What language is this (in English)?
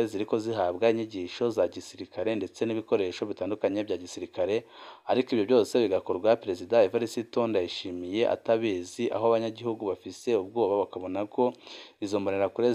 Rundi